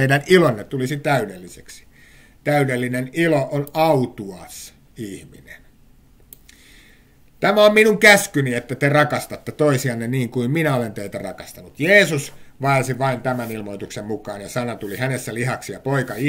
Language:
Finnish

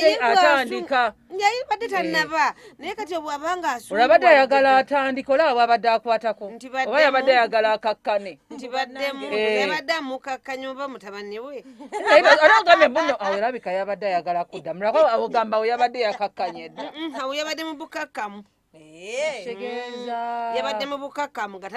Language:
Ganda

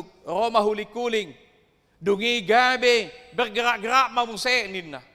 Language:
Batak Toba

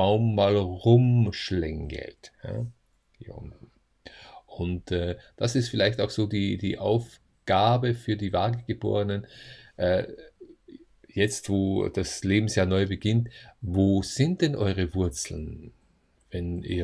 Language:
German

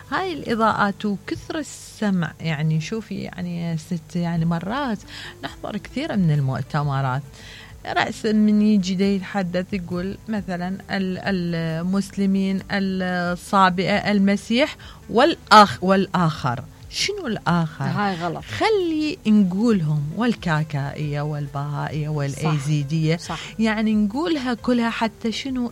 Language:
Mesopotamian Arabic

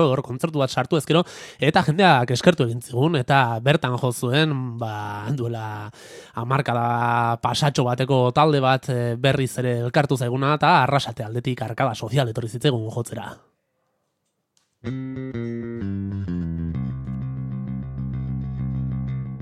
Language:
Basque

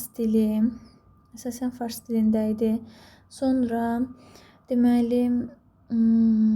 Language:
Azerbaijani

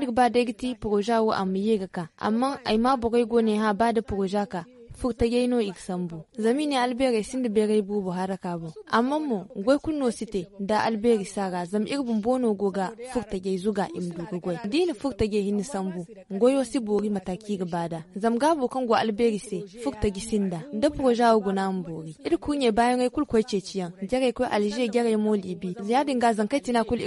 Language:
Zarma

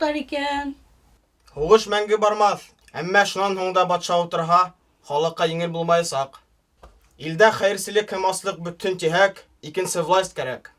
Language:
Bashkir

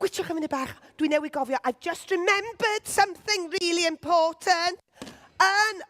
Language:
Welsh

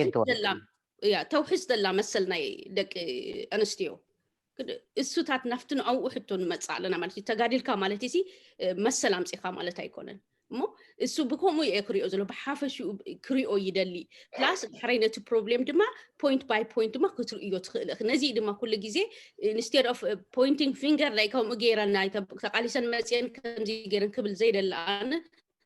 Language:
Tigrinya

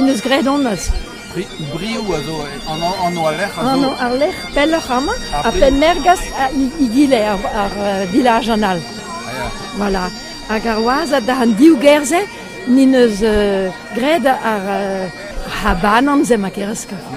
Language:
Breton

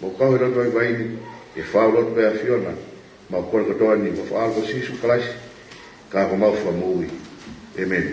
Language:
Tongan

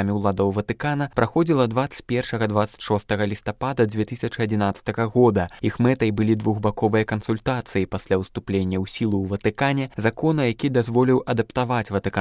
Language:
Belarusian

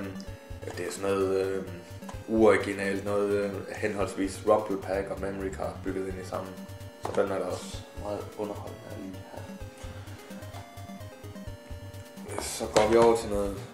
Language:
Danish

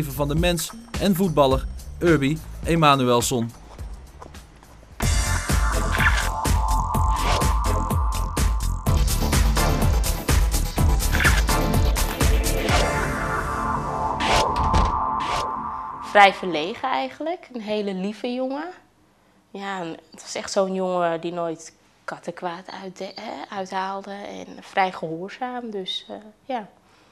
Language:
Dutch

